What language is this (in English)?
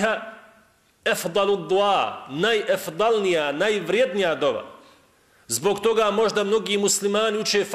Bosnian